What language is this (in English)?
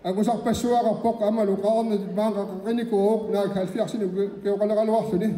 Kalaallisut